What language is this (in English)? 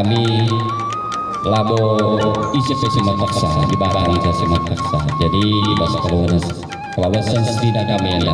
Batak Karo